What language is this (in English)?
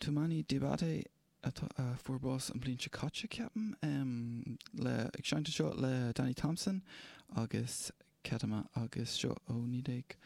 Irish